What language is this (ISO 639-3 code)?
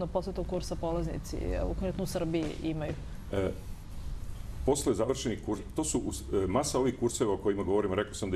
srp